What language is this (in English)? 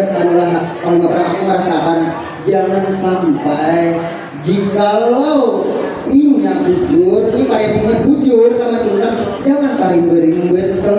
Banjar